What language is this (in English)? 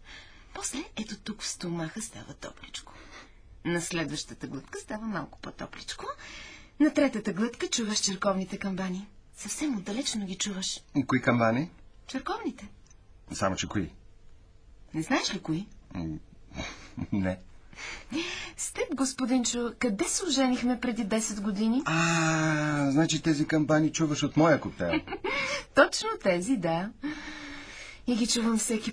Bulgarian